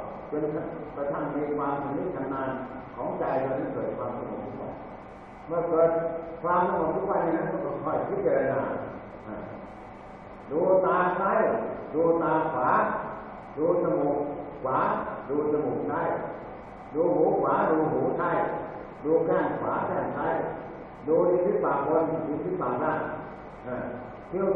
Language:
Thai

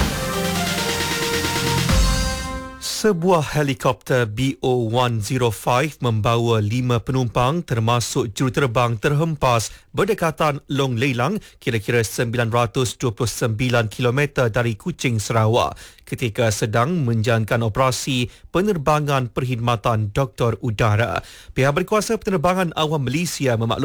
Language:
Malay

